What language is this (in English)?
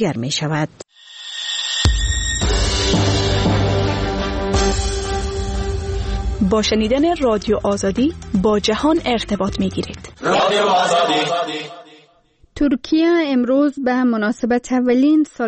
Persian